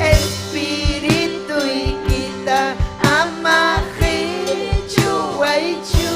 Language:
Ayacucho Quechua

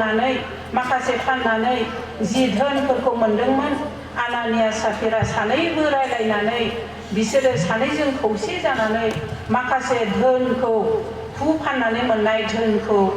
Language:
Bodo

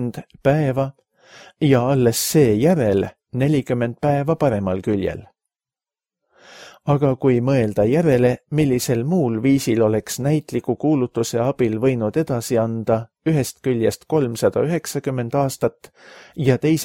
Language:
Estonian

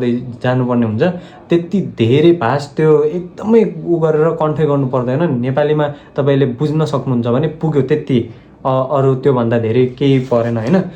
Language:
Nepali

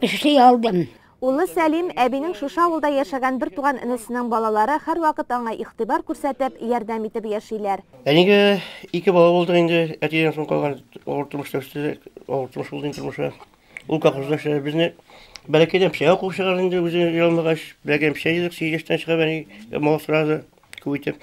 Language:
Tatar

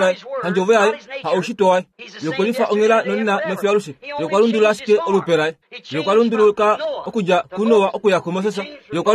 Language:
Kuanyama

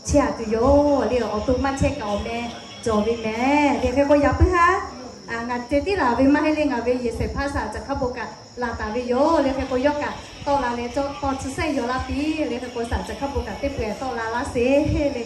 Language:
Lahu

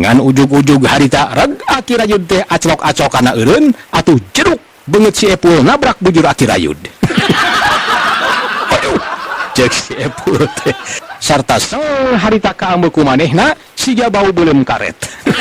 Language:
Sundanese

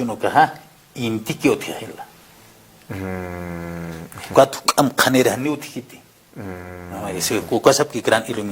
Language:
Aymara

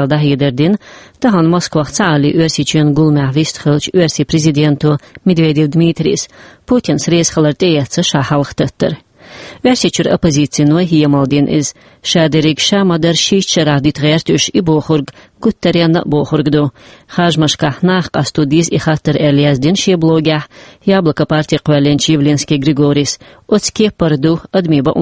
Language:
Chechen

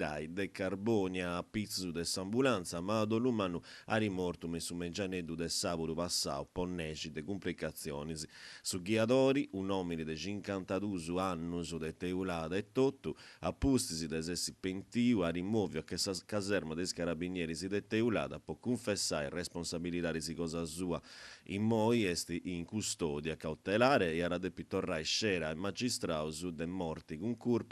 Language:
Sardinian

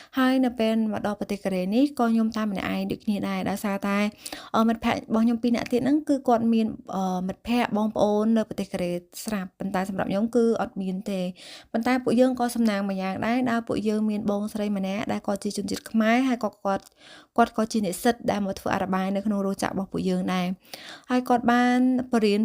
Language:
Khmer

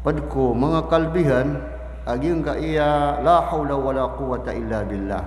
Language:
Maranao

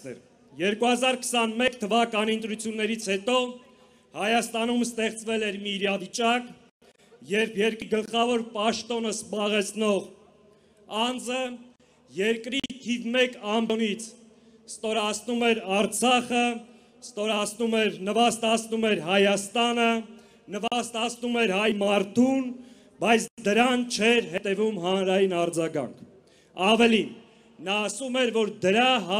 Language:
Armenian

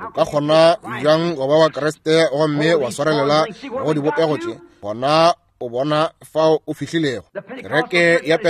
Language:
Northern Sotho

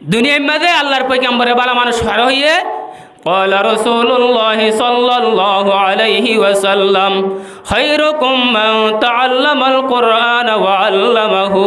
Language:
Rohingya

